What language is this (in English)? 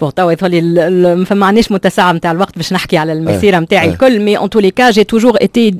Tunisian Arabic